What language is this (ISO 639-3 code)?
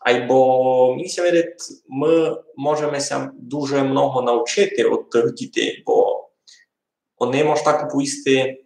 rue